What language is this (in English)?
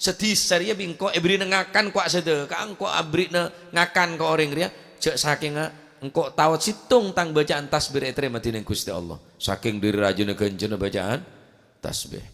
Madurese